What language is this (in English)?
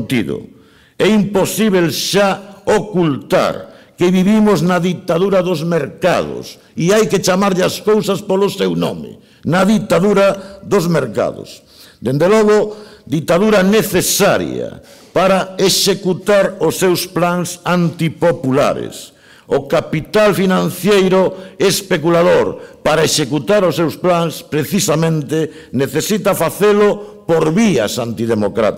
Galician